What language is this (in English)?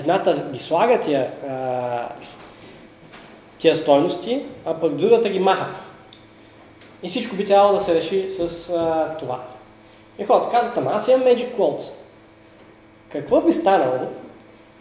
Bulgarian